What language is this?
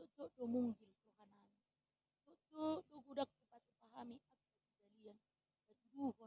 Batak Toba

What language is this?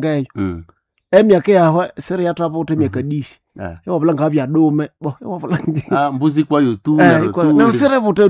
Nande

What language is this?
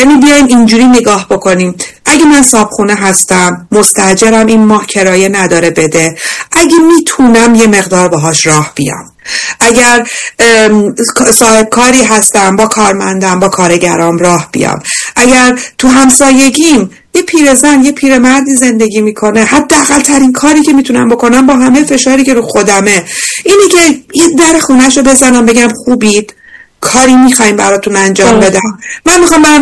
Persian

